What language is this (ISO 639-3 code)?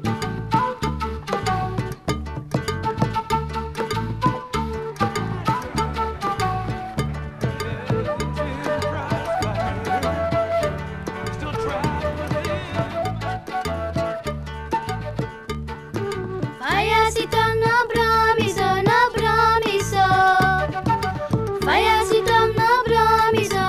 nld